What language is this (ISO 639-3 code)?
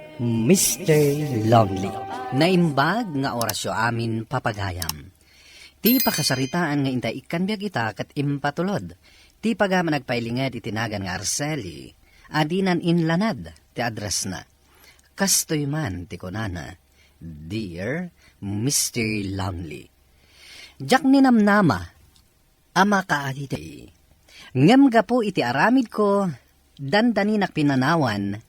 ilo